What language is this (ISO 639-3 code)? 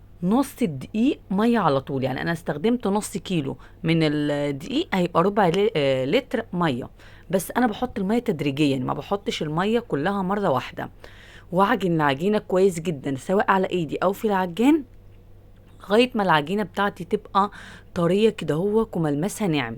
arz